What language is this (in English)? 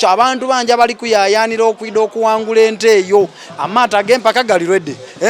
Soga